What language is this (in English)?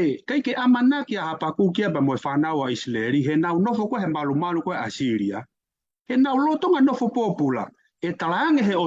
Tongan